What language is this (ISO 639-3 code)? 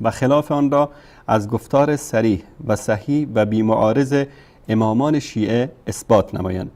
fas